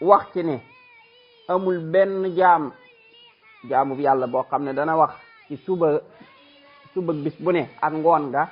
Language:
Wolof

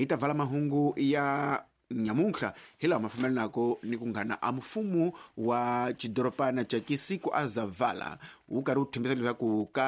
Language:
Tsonga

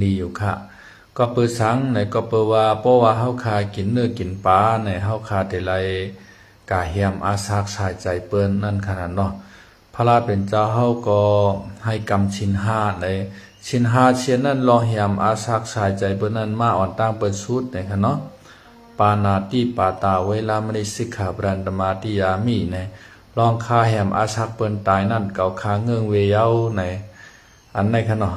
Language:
Shan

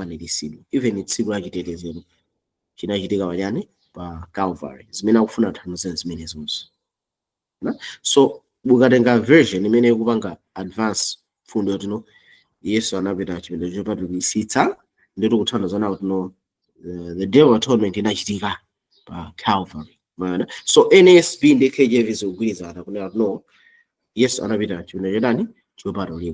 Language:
Nyanja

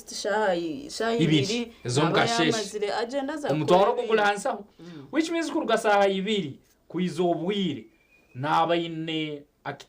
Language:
Nyankole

